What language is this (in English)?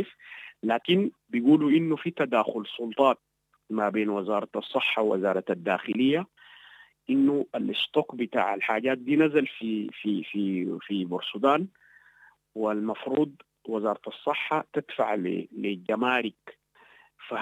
Sudanese Arabic